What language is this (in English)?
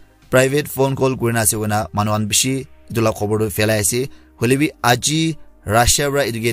Naga Pidgin